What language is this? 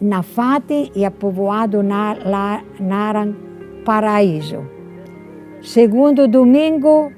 Tetum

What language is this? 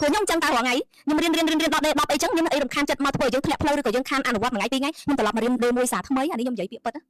Khmer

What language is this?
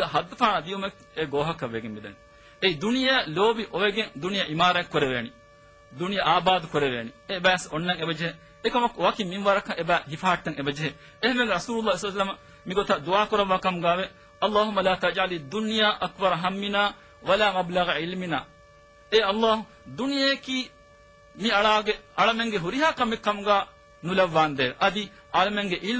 Divehi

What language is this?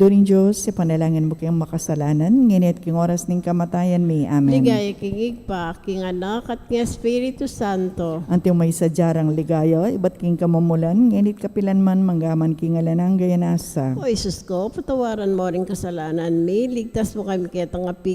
Pampanga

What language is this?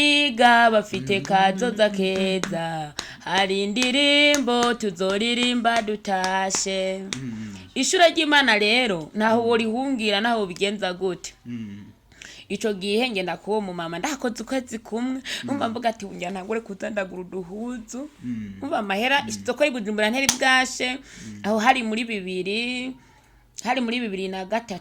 Rundi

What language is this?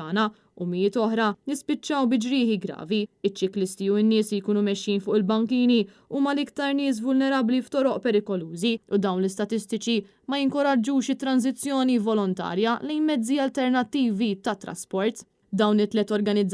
Maltese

